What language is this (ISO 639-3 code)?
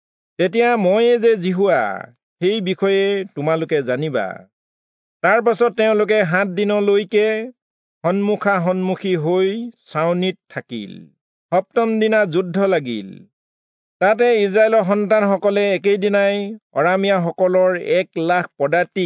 asm